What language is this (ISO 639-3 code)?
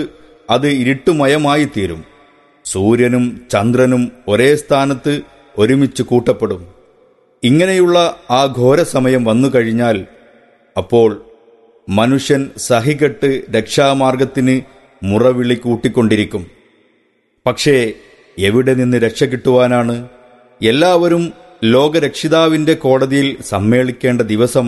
mal